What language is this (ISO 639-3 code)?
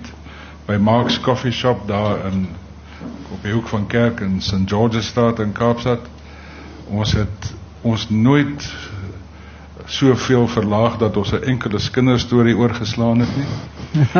afr